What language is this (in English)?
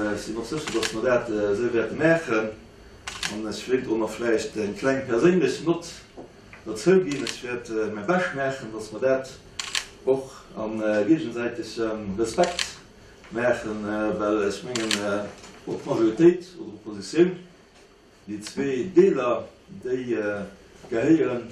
Luxembourgish